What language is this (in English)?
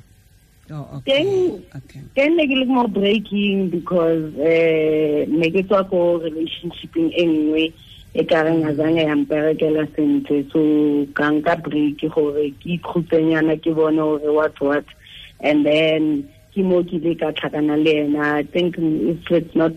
Tswana